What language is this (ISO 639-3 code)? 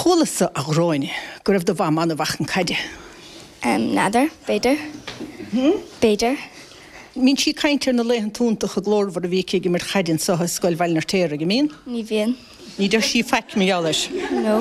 gle